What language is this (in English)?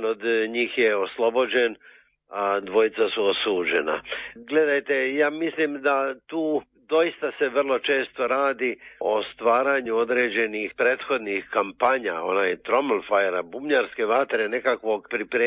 Serbian